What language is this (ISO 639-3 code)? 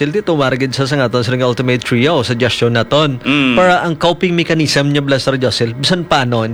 hil